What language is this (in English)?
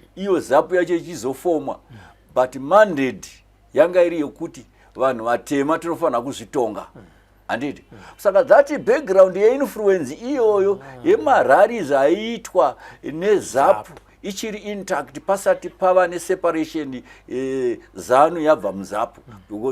Shona